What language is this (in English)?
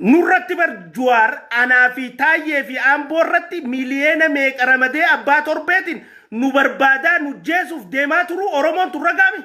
Oromo